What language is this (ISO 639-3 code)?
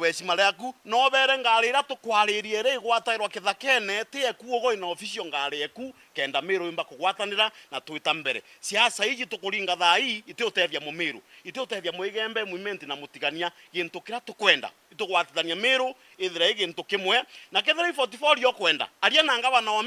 mer